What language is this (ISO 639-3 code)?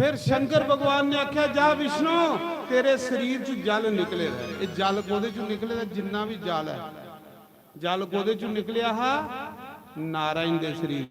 doi